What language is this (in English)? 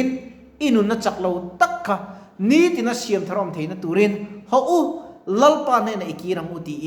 Mizo